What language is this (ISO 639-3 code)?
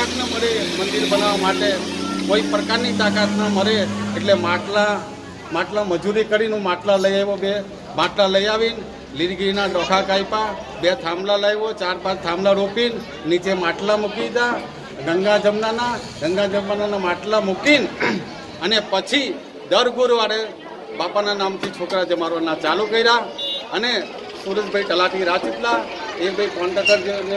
guj